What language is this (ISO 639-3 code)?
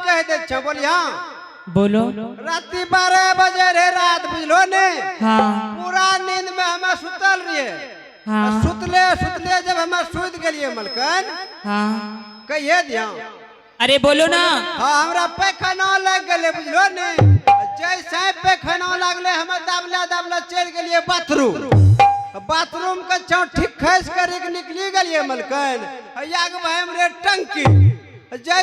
mai